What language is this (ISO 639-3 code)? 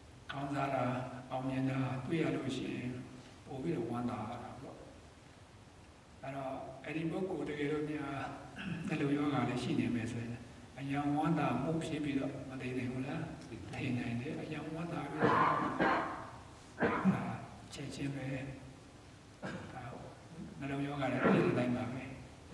mya